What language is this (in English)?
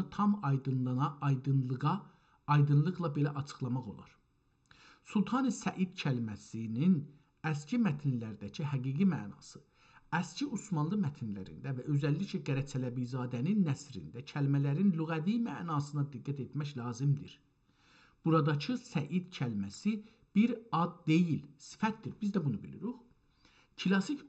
South Azerbaijani